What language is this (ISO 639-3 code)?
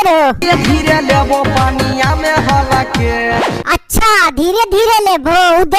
mai